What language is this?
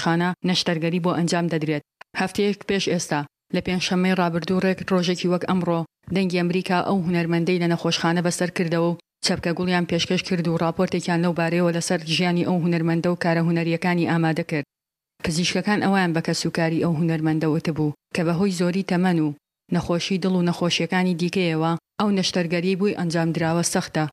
Central Kurdish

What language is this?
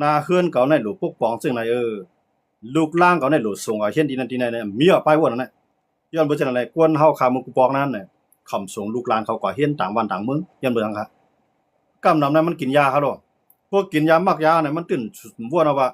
Shan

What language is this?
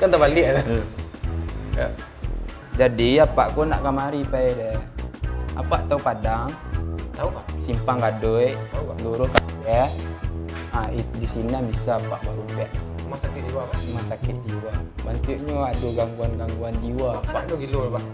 Minangkabau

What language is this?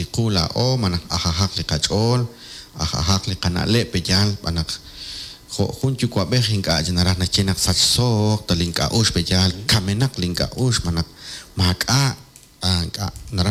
Kekchí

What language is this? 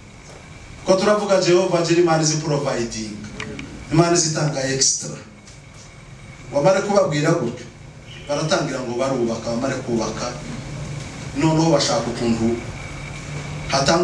Kinyarwanda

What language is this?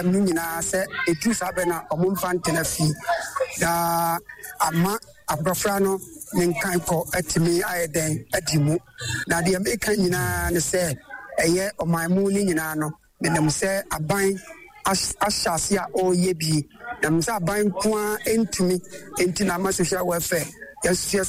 Akan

